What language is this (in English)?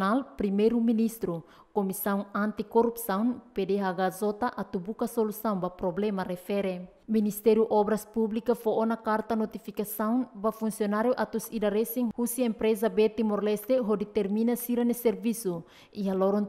Tetum